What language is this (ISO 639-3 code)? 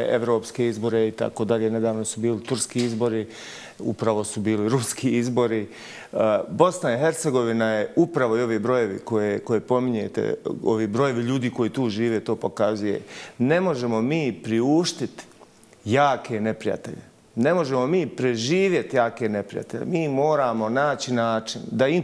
bos